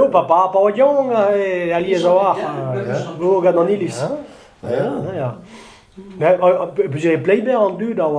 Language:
Breton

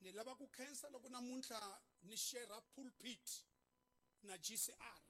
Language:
Tsonga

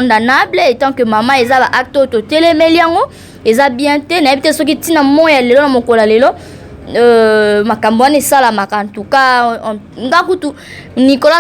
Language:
Lingala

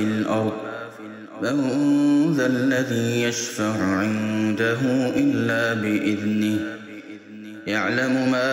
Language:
Arabic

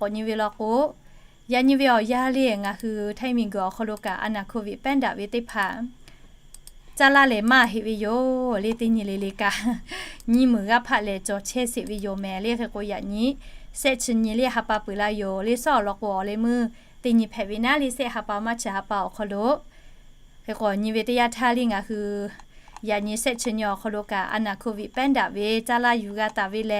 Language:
Lahu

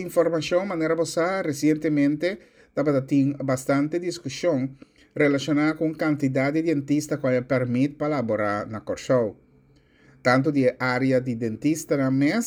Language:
Papiamento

